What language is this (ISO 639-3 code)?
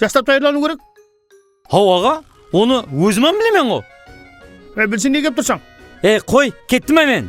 kaa